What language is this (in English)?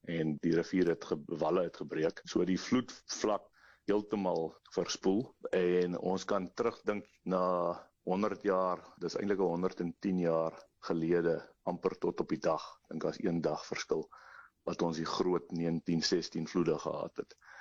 Afrikaans